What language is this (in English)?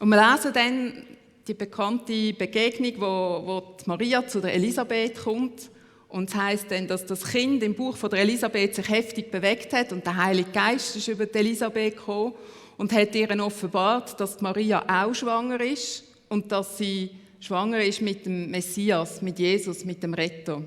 Swiss German